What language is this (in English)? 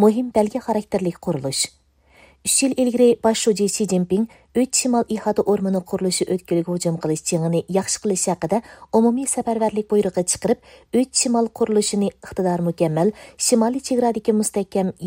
Uyghur